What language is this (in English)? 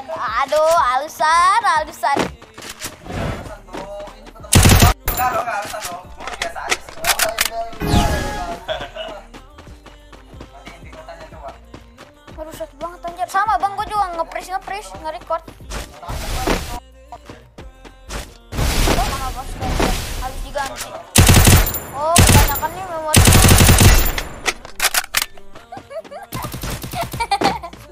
Indonesian